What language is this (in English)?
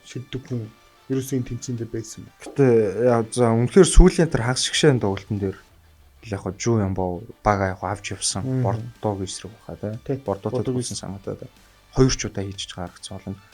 Mongolian